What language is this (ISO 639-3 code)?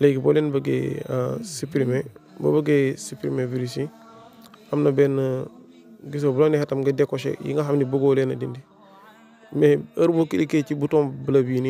wol